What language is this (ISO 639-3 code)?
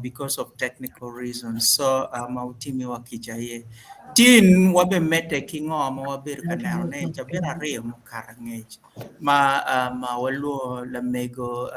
ach